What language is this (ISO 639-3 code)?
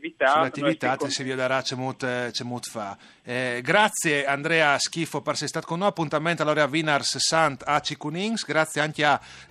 fur